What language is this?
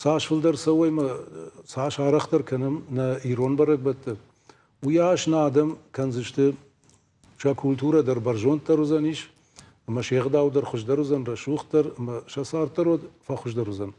Ossetic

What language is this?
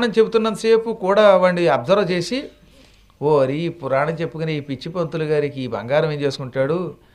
Telugu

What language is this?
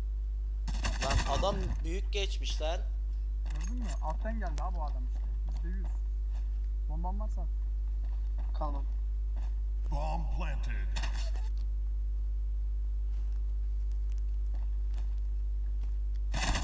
Turkish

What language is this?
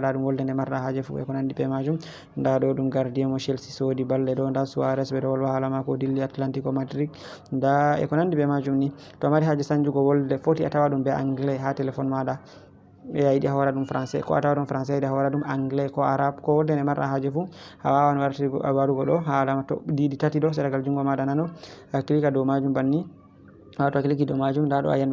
Fula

